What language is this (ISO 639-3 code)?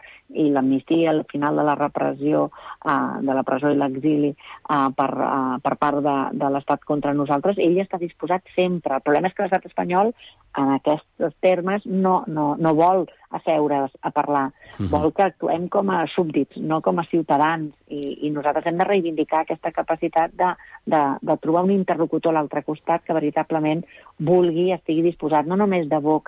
cat